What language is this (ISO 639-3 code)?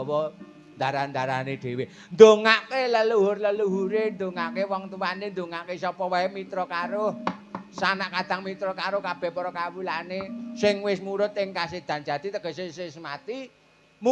jav